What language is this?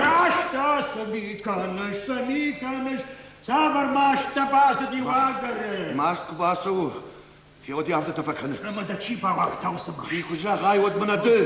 Ossetic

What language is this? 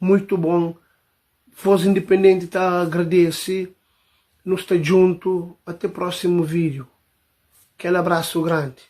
Kabuverdianu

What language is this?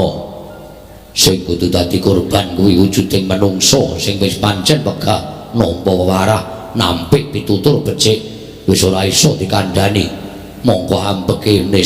Javanese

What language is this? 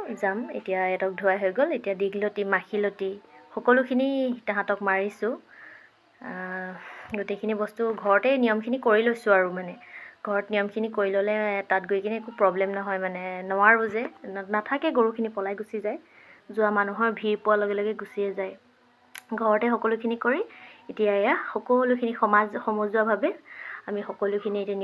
Assamese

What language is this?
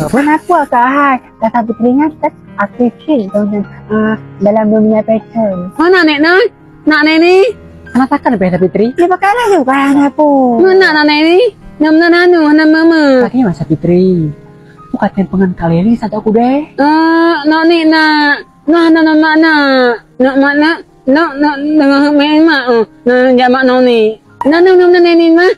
Achinese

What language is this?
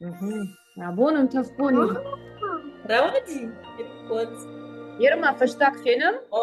Ossetic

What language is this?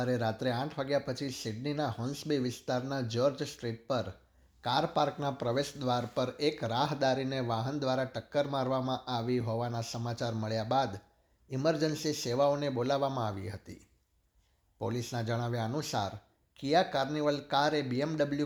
Gujarati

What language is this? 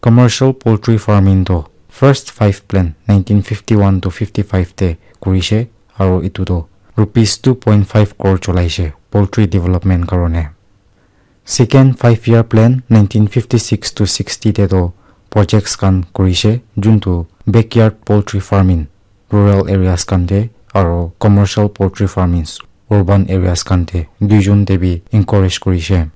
Naga Pidgin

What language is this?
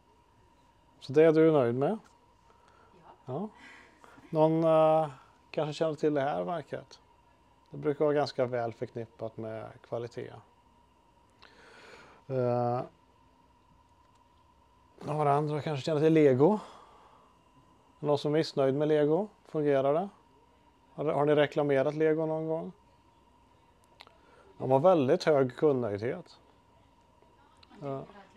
Swedish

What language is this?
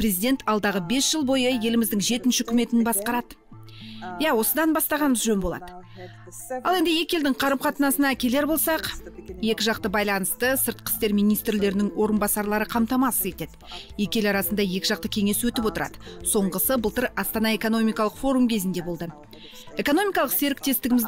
Kazakh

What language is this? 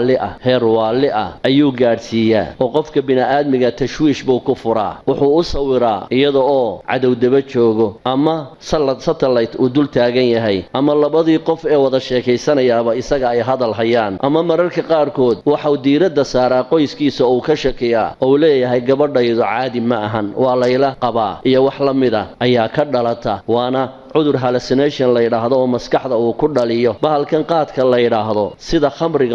Somali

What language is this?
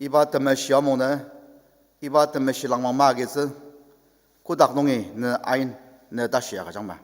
Ao Naga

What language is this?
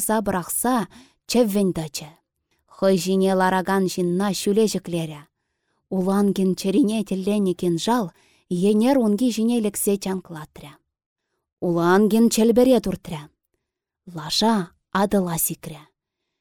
Chuvash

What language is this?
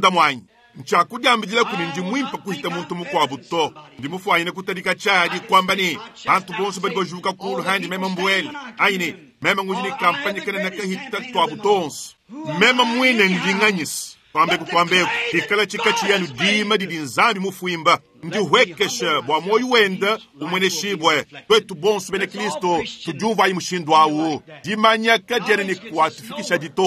Luba-Lulua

